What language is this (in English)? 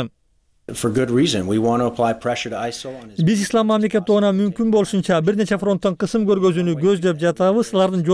Kyrgyz